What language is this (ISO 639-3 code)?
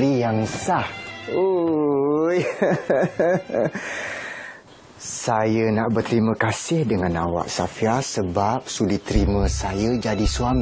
msa